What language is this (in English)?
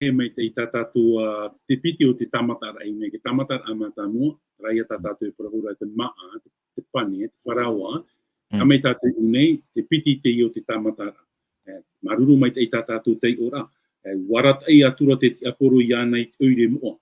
Tahitian